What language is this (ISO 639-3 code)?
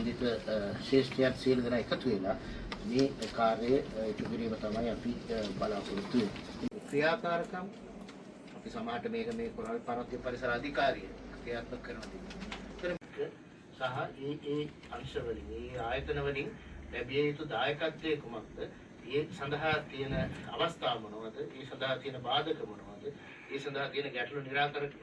sin